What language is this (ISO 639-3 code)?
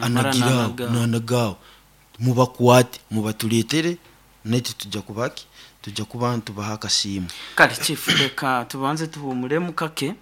nyn